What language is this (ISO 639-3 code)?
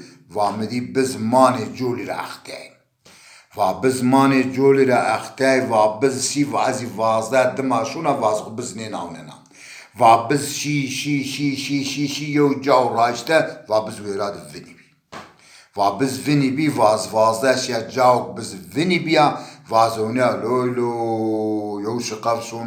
zza